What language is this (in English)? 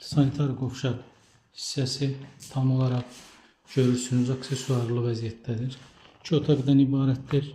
Azerbaijani